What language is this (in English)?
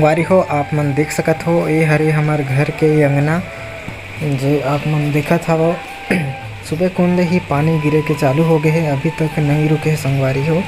Chhattisgarhi